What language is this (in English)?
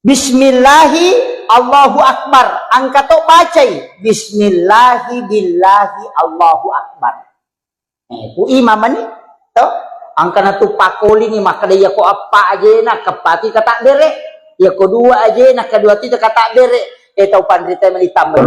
Buginese